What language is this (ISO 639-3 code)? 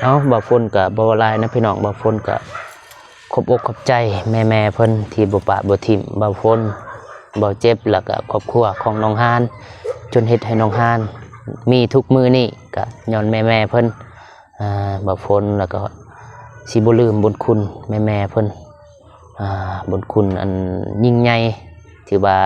lao